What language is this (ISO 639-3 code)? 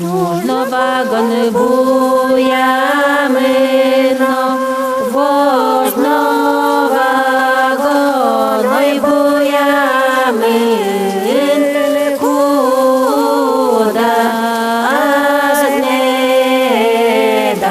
udm